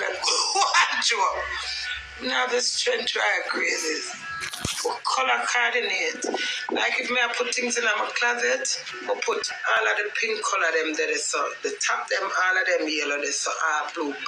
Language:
Jamaican Creole English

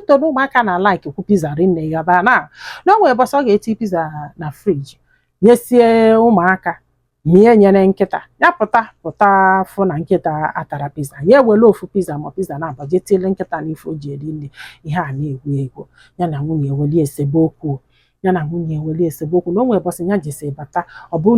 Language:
Igbo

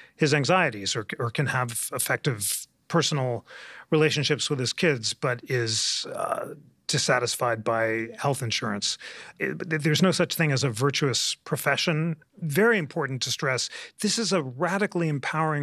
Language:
English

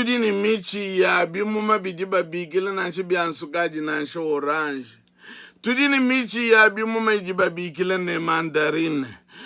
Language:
Luba-Lulua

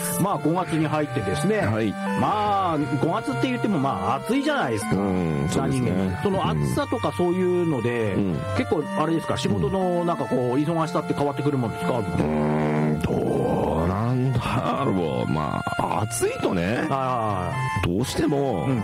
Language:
Japanese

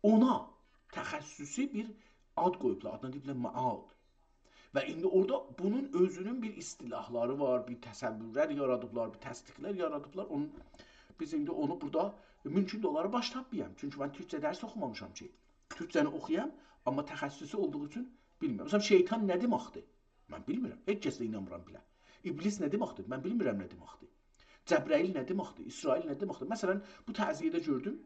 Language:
South Azerbaijani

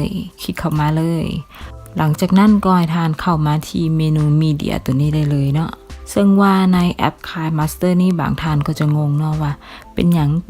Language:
Lao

